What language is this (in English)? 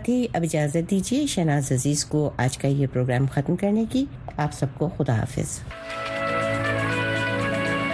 Urdu